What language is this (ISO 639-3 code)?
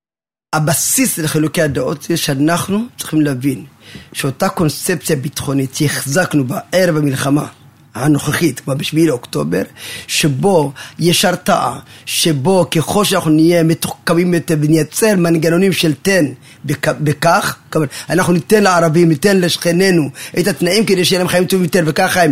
heb